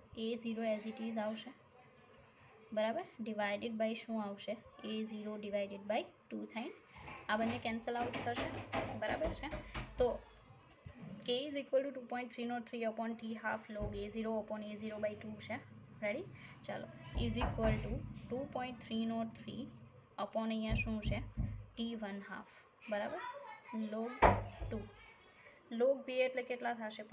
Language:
Gujarati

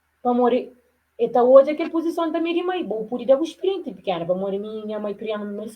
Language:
Kabuverdianu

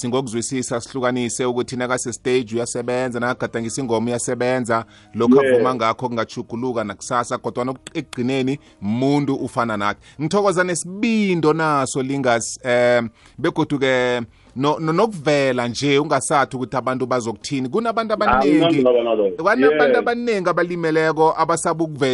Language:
South Ndebele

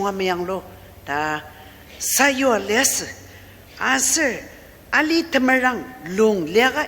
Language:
Ao Naga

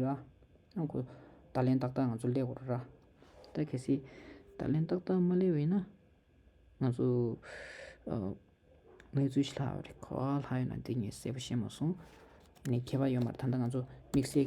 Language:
Tibetan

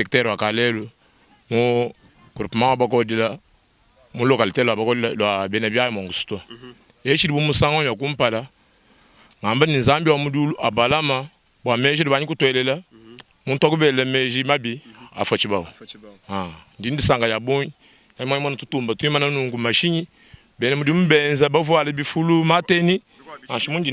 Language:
Luba-Lulua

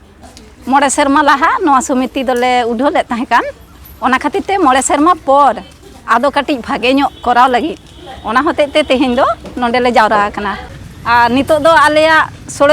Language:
Santali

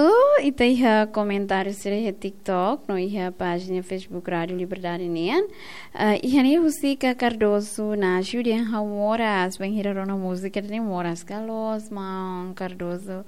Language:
Tetum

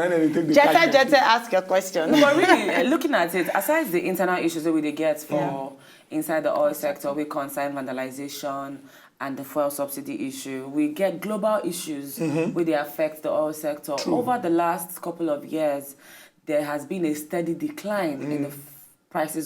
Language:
Nigerian Pidgin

